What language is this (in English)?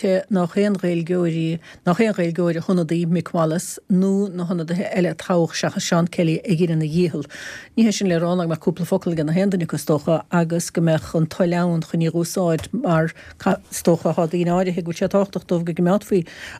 Irish